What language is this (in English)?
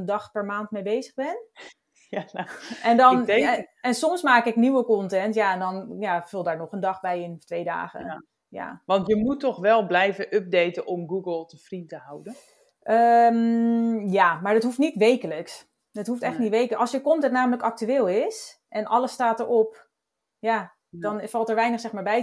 Dutch